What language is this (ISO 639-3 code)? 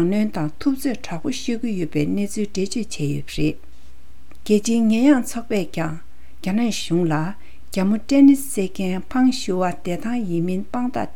bod